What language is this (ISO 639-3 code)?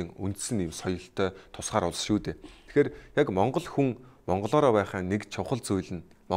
mon